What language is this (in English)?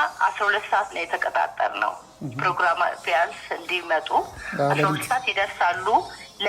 Amharic